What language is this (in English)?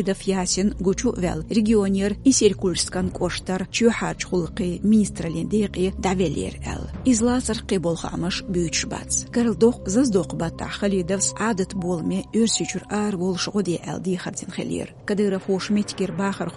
Chechen